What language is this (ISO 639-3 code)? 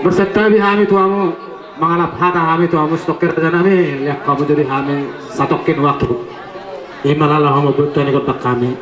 bbc